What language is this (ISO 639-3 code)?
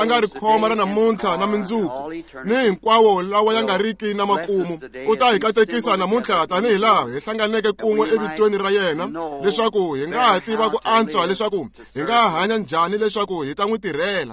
tso